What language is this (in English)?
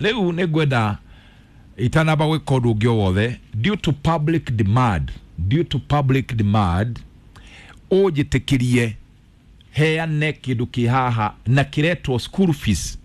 Kikuyu